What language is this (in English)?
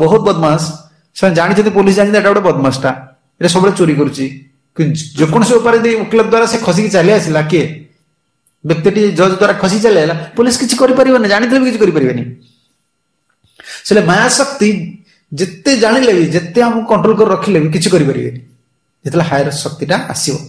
Odia